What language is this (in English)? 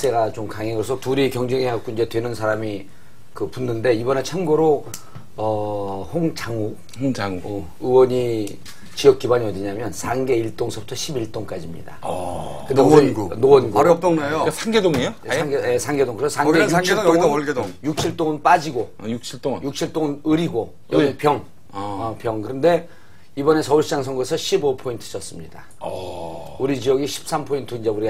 Korean